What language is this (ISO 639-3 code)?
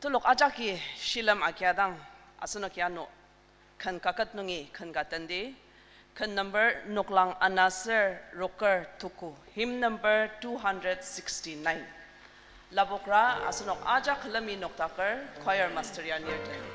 njo